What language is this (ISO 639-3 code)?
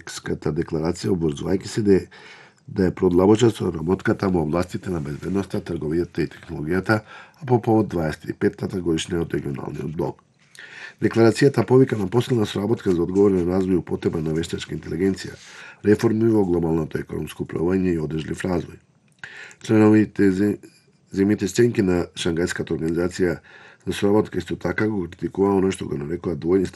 mkd